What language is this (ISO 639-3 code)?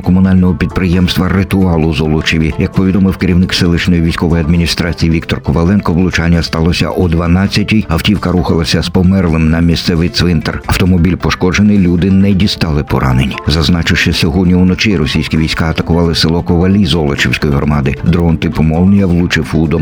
ukr